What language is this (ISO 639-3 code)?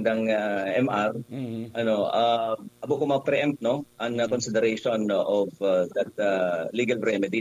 bik